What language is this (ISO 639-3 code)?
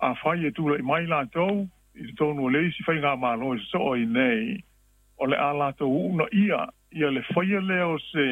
smo